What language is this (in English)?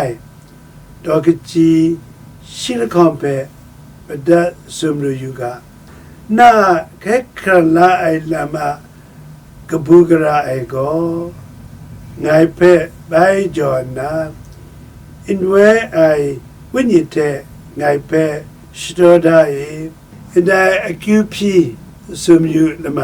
Kachin